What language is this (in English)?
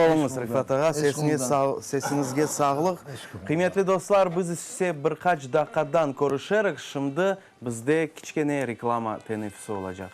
Crimean Tatar